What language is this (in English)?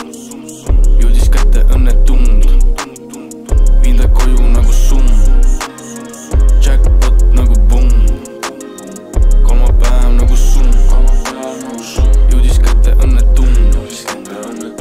Estonian